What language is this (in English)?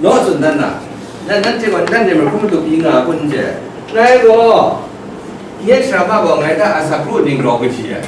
Kachin